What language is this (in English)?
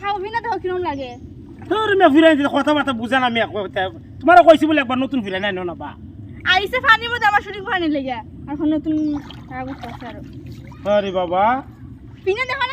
Sylheti